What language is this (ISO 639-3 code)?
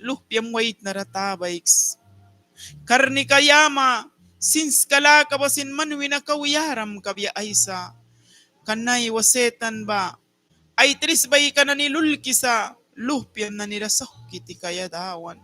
miq